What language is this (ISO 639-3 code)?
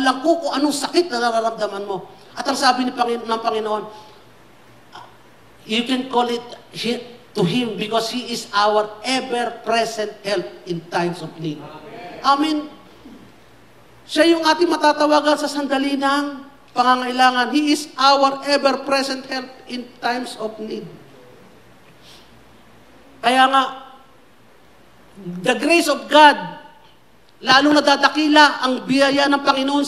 fil